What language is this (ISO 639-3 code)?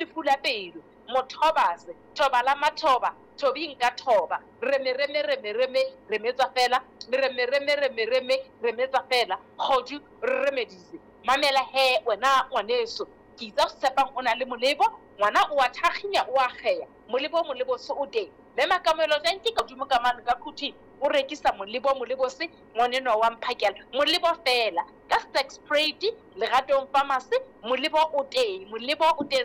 sot